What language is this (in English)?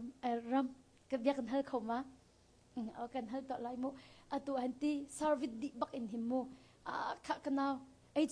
Hakha Chin